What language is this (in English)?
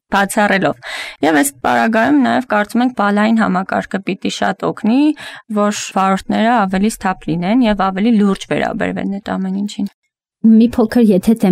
Armenian